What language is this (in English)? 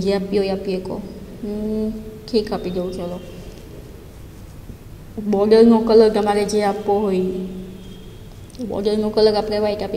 Gujarati